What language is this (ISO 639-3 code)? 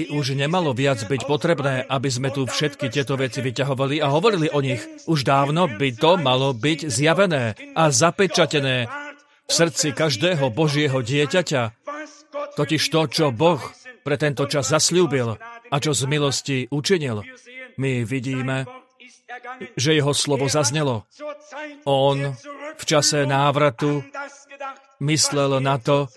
slk